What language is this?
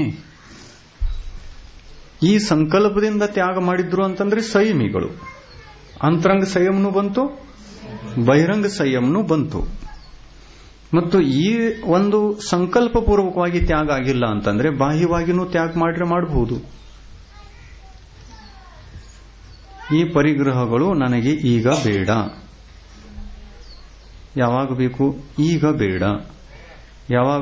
Kannada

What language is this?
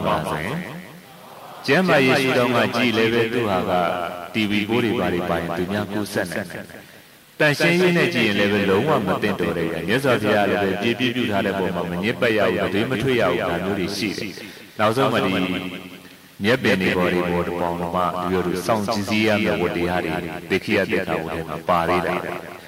Burmese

